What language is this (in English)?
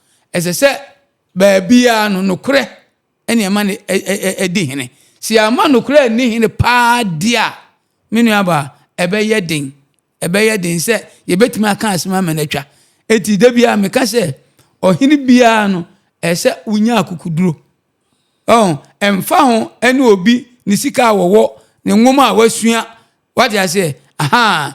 Akan